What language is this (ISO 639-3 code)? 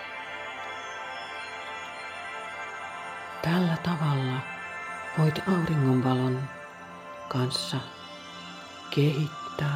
fin